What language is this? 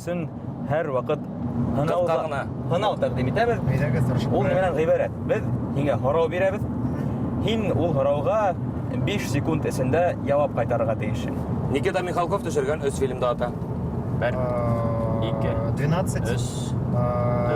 Bashkir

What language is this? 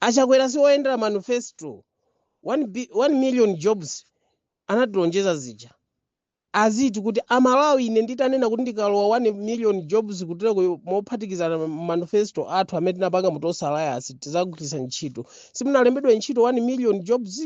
Nyanja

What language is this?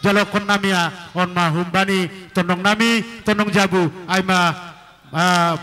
Batak Simalungun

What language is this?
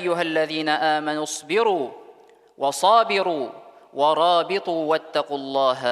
Tatar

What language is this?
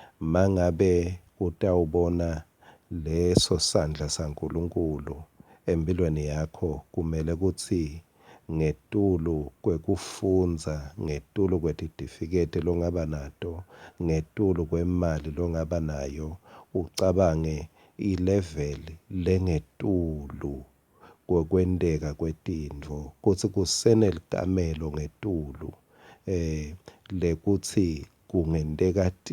Swati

